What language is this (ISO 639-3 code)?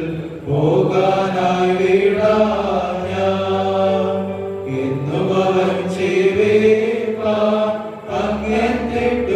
mal